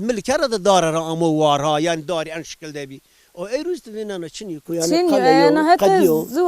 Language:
Zaza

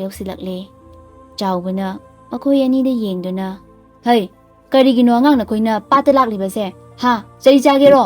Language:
Manipuri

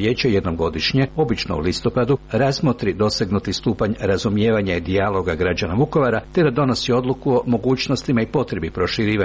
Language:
Croatian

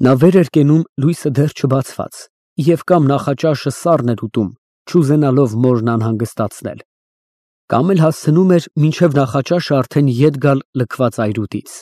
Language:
Armenian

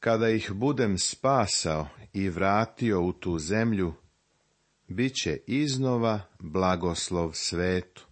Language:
Serbian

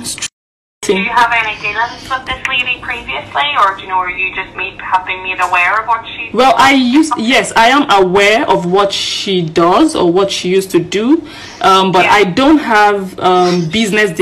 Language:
Nigerian Pidgin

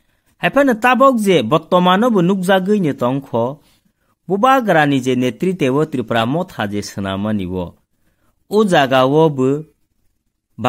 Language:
Kok Borok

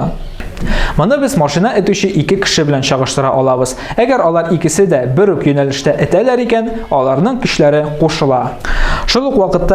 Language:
Tatar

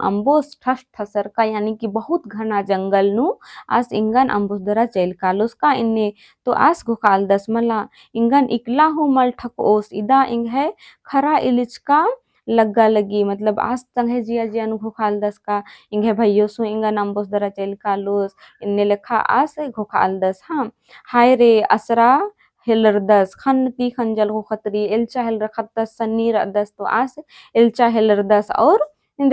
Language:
Kurukh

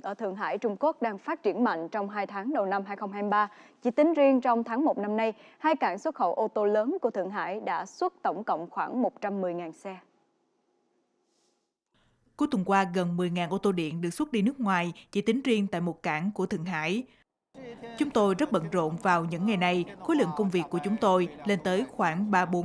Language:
Vietnamese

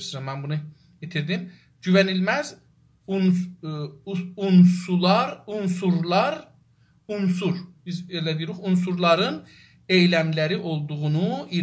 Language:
South Azerbaijani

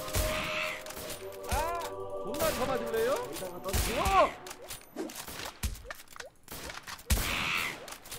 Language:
Korean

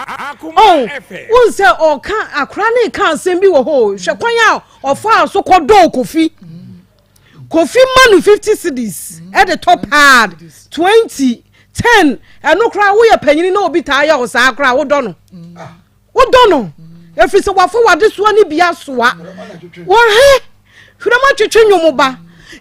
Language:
Akan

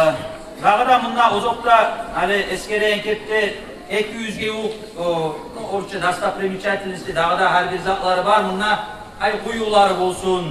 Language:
Kumyk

